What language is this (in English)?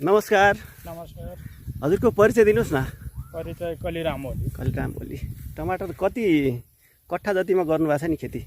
Nepali